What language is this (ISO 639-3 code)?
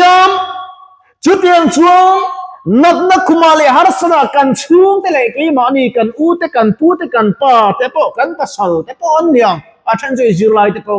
lus